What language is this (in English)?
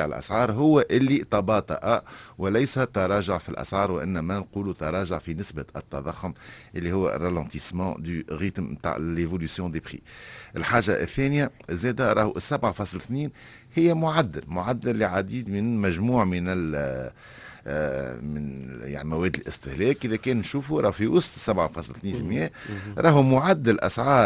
Tunisian Arabic